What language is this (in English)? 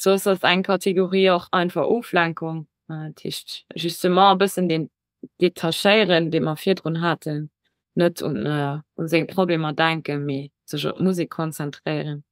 Luxembourgish